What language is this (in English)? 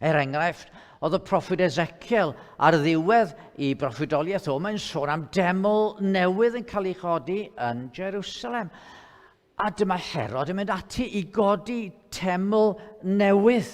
Welsh